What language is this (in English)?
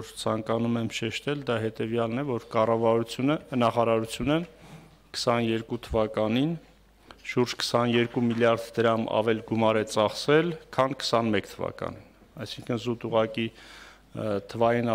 Armenian